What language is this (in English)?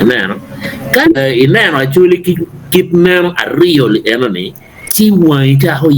Acoli